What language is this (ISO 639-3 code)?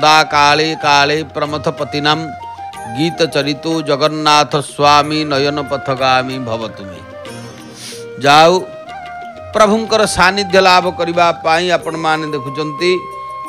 ori